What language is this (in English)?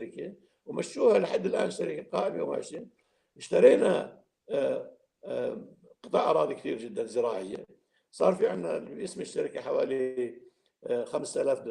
North Levantine Arabic